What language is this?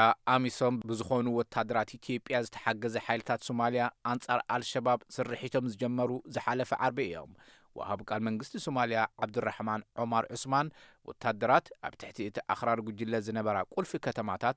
Tigrinya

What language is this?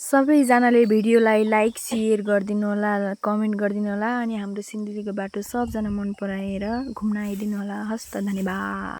Nepali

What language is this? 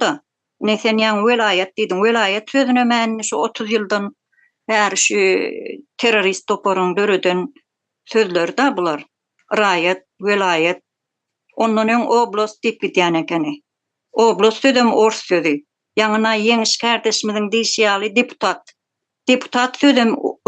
Turkmen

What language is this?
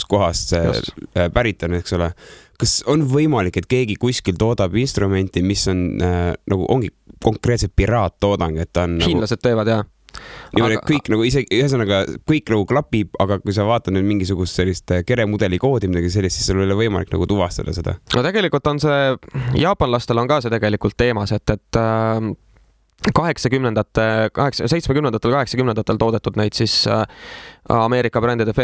Estonian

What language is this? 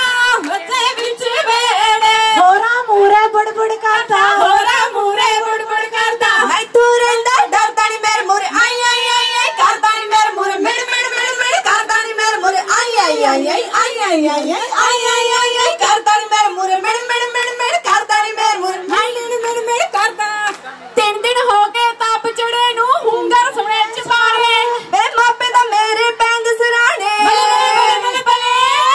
Punjabi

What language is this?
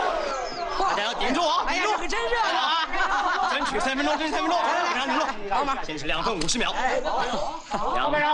Chinese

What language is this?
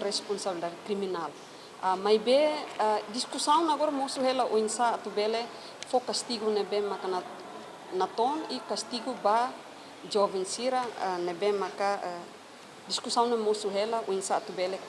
Tetum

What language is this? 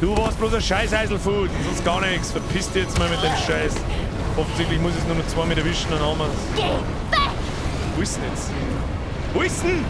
Bavarian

